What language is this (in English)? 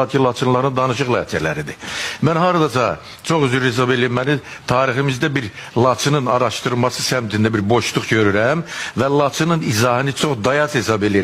Azerbaijani